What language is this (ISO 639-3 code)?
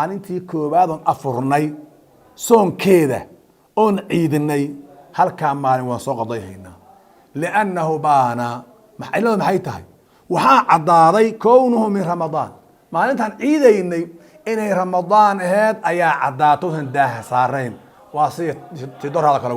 som